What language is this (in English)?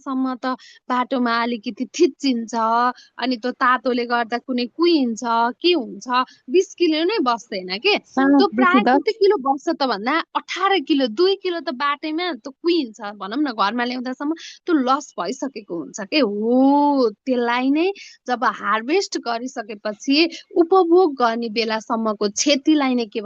Nepali